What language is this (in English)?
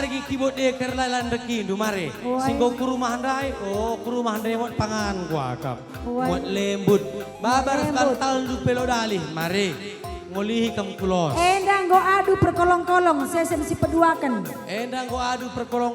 Batak Karo